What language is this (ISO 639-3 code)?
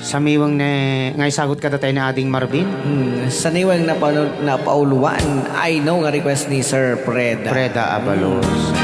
ilo